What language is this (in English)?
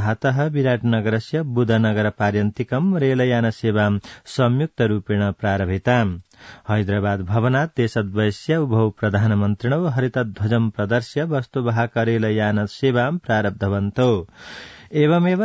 Sanskrit